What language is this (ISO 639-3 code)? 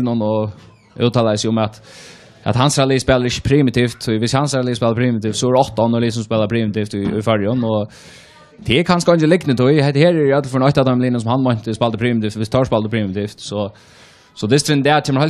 fao